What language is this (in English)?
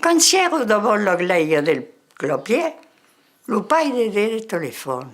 Occitan